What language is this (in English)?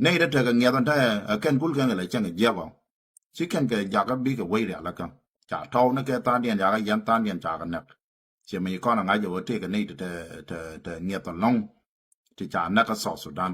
Nuer